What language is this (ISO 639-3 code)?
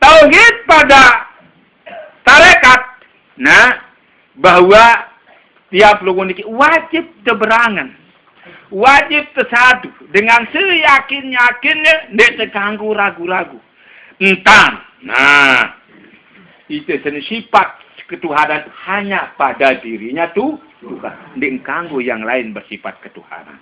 sas